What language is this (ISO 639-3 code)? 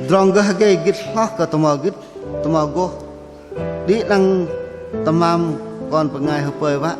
bdq